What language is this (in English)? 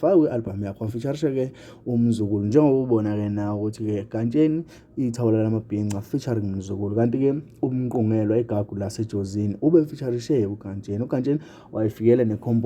Zulu